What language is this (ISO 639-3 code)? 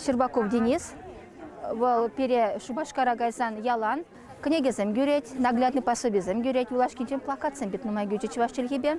chv